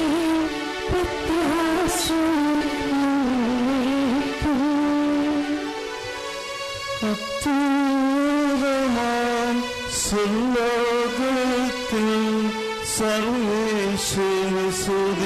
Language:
Malayalam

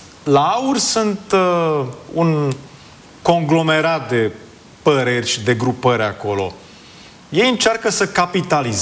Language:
Romanian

